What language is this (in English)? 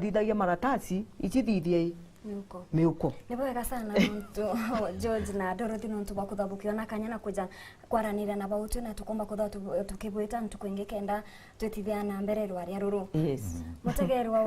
Meru